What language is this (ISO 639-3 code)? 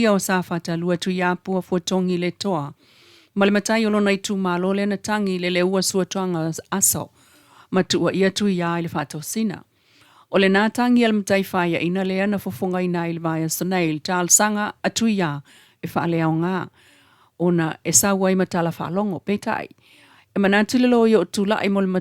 smo